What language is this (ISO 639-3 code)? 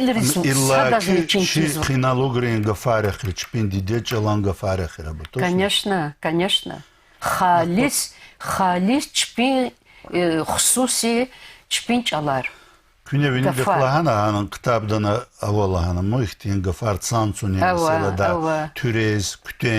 lez